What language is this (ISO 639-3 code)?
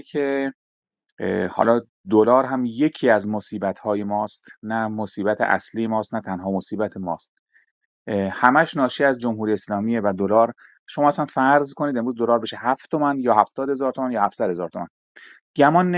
fas